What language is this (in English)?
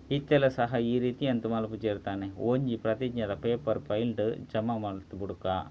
Tulu